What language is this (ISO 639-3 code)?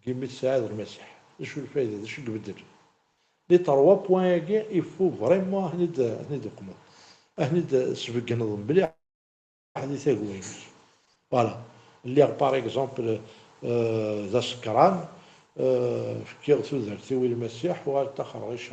kab